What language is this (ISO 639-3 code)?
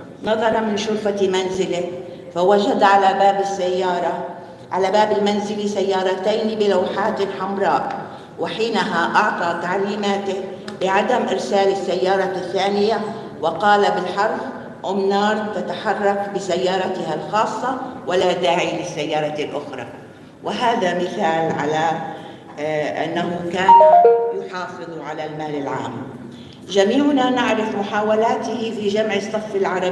apc